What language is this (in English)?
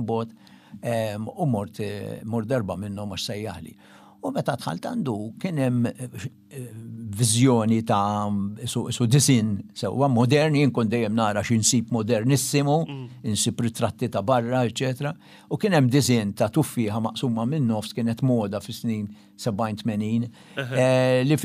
Maltese